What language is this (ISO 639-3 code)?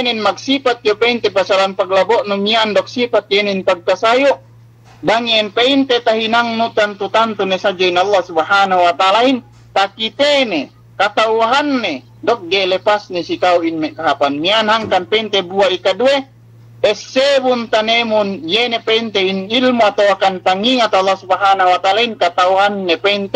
yka